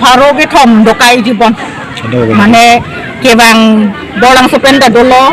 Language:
Karbi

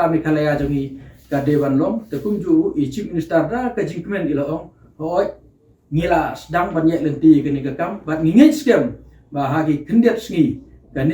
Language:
Khasi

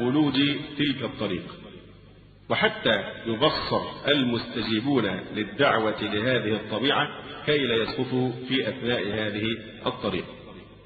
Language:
Arabic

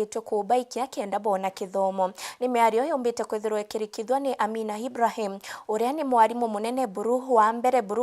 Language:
Meru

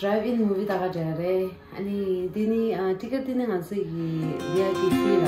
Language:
Tibetan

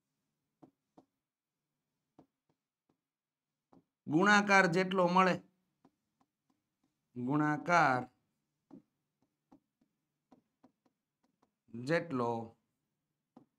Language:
Gujarati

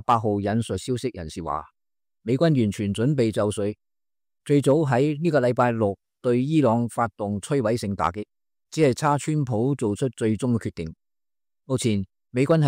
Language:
Cantonese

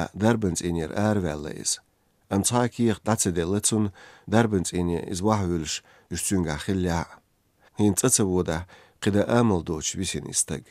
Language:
Chechen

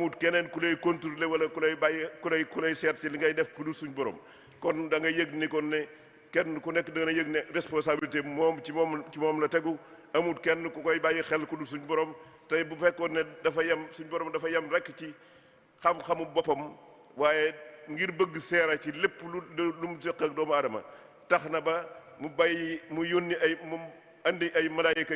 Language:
Wolof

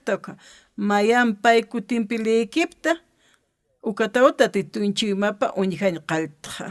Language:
Aymara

